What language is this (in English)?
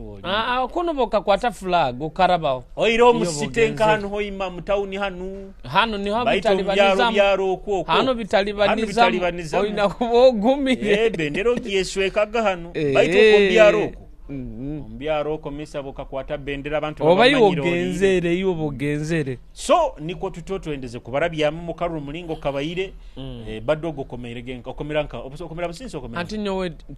Nyoro